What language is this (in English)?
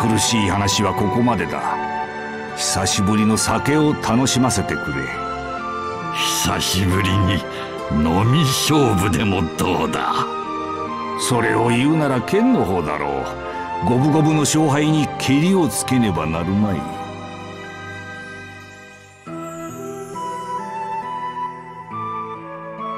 Japanese